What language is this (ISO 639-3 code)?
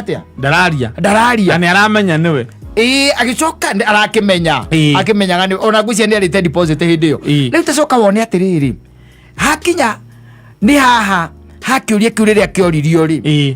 kik